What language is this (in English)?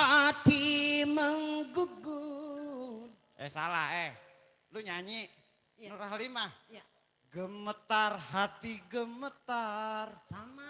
Betawi